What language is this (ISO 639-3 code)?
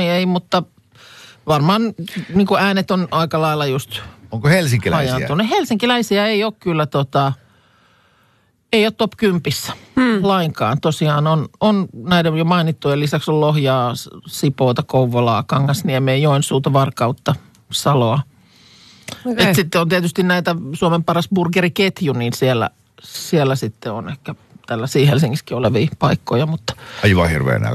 fin